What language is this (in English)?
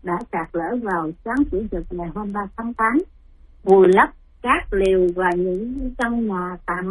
Vietnamese